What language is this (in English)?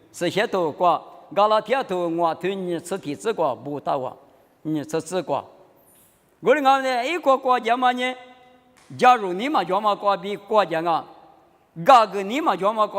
Lisu